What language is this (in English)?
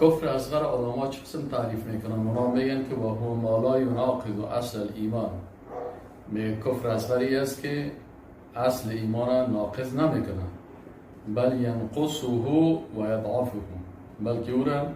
Persian